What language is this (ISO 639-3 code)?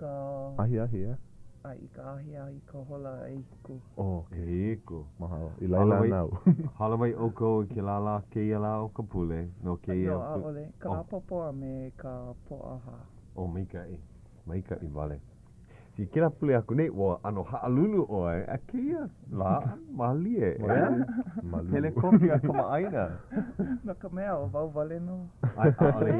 haw